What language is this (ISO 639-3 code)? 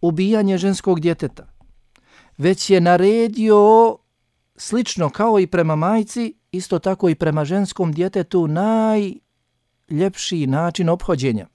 bos